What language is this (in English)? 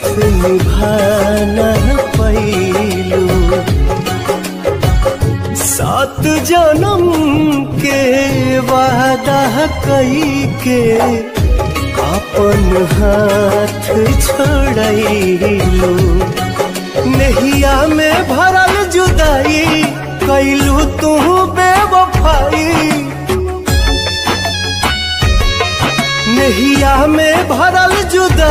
Bhojpuri